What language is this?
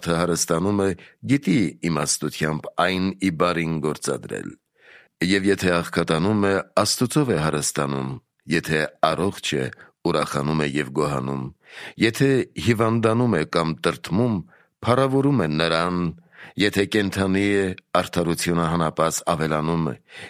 Armenian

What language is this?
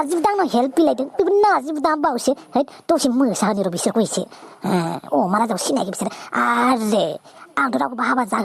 Bodo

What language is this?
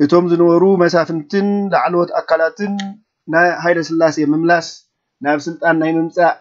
Tigrinya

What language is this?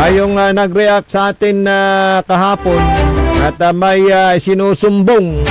Pangasinan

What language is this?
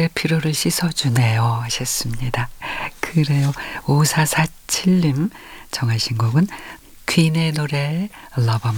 Korean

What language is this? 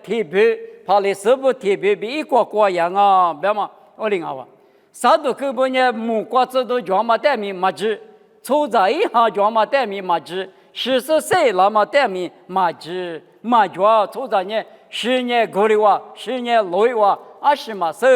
Lisu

